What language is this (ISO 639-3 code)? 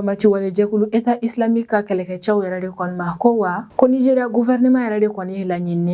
bam